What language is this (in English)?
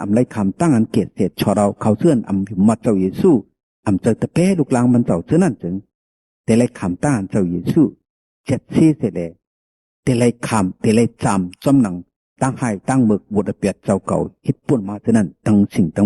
Shan